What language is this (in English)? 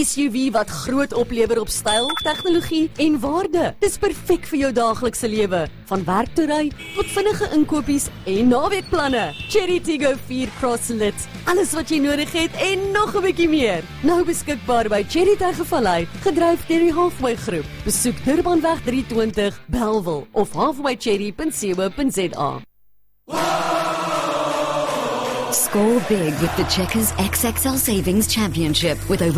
Afrikaans